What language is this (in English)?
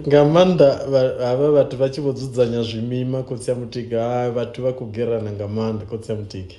Venda